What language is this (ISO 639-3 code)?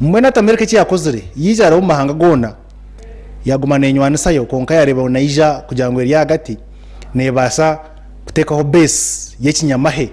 nyn